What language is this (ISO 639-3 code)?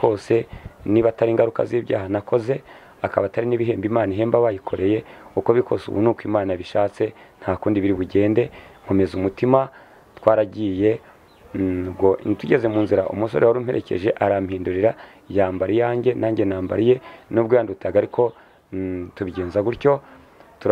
kin